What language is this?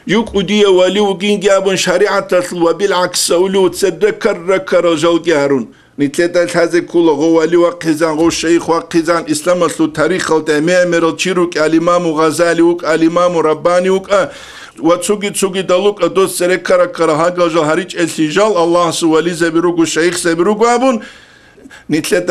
Avaric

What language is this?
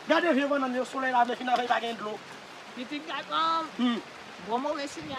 Haitian Creole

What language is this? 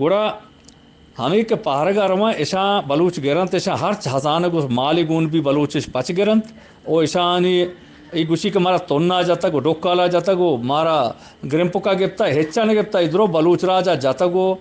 Eastern Balochi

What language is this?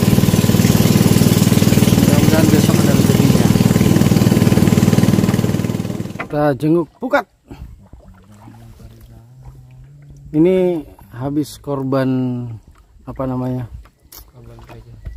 Indonesian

